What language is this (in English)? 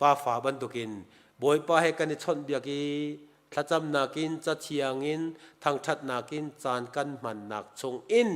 Hakha Chin